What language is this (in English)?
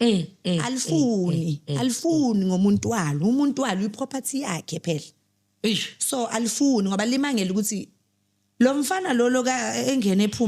Zulu